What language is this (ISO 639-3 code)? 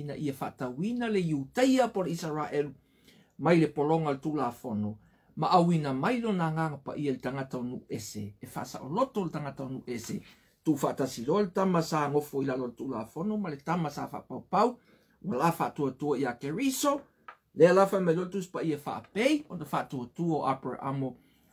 smo